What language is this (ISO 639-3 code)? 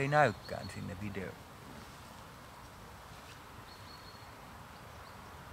fin